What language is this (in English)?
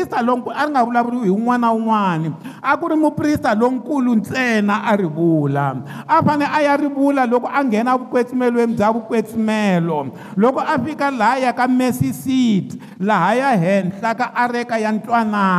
Tsonga